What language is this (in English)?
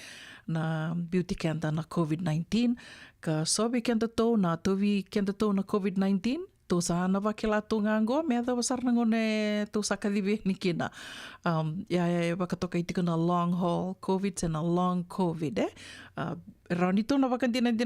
Fijian